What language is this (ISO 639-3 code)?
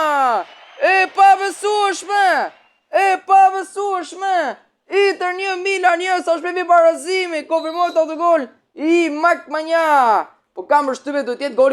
sqi